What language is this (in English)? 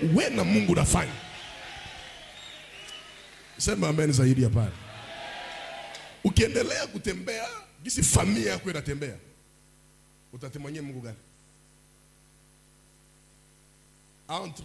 Swahili